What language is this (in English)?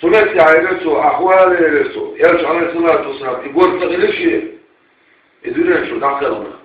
Chechen